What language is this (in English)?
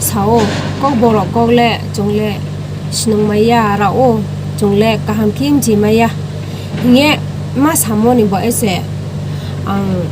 Riang (India)